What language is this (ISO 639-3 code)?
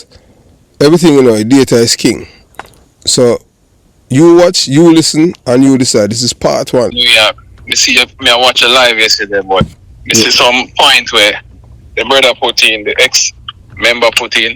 jam